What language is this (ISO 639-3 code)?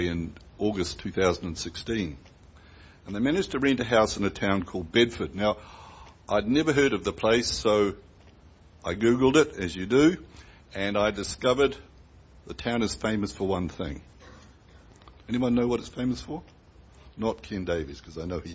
eng